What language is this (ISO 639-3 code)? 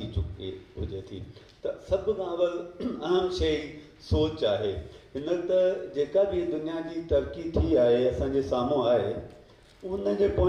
snd